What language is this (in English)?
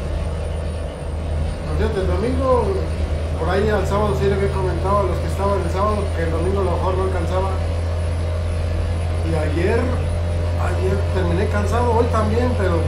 Spanish